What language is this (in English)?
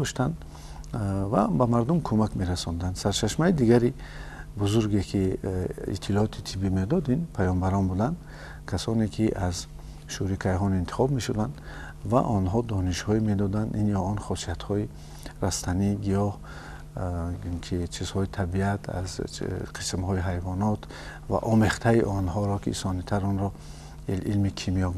Tajik